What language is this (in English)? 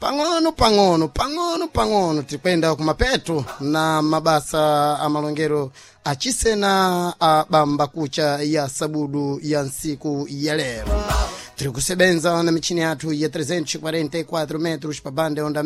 Sena